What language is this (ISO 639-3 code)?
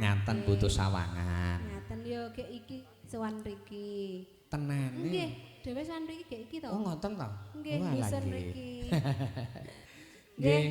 jav